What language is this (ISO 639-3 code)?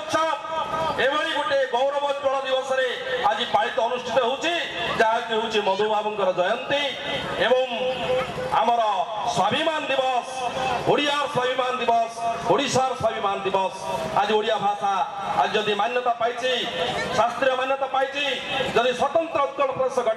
ori